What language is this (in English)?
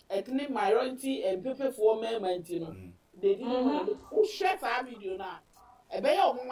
Akan